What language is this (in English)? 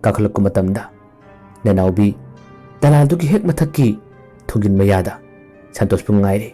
Manipuri